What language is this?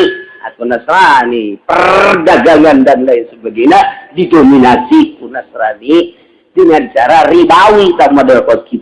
Sundanese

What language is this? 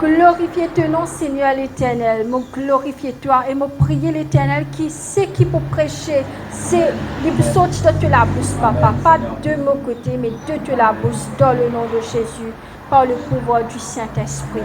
Morisyen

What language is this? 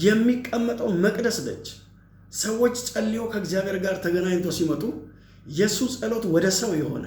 Amharic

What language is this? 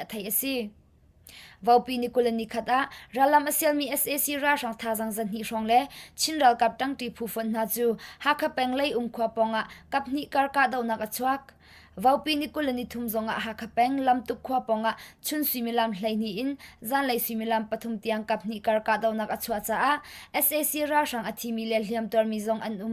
Hakha Chin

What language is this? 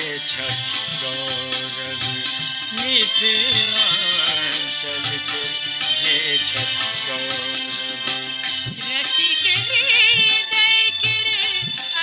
Maithili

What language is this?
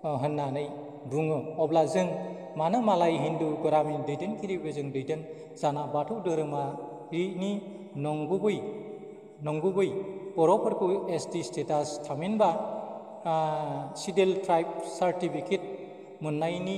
Bodo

